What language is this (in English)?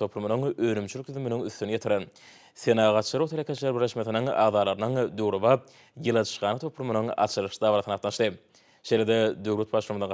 Turkmen